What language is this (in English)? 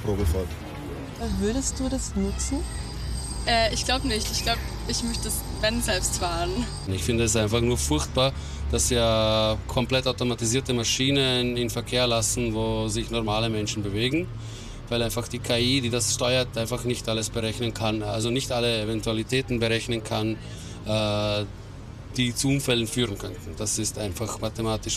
German